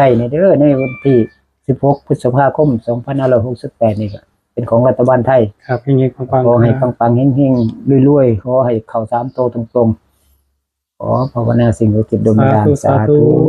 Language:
Northeastern Thai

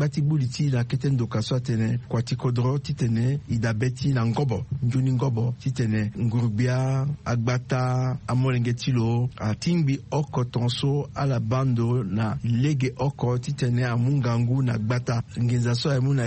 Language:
Sango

